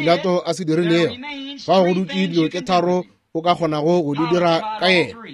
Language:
Northern Sotho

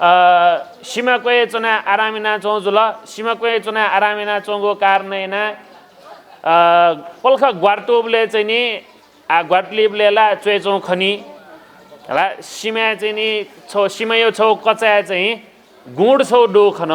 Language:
Newari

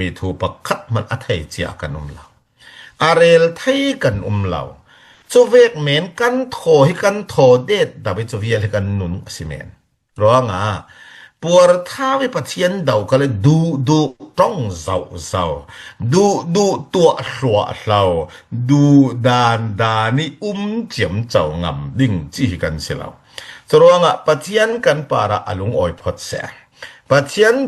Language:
Falam Chin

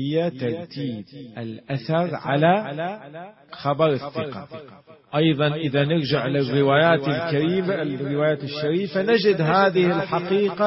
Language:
Arabic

